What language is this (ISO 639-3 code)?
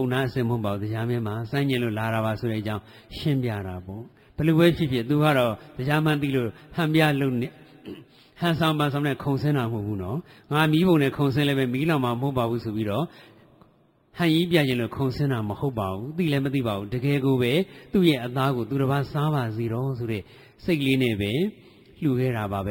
mya